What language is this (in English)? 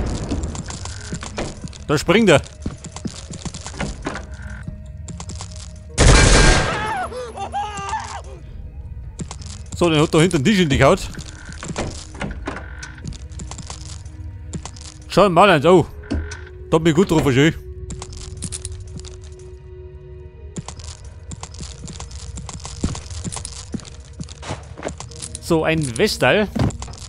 German